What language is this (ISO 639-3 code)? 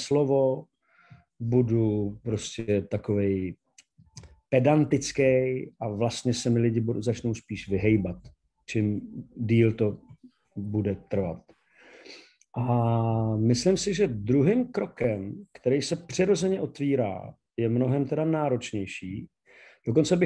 ces